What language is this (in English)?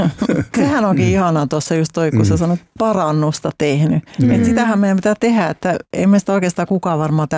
Finnish